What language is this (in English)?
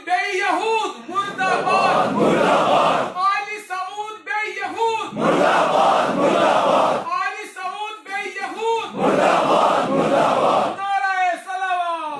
Kashmiri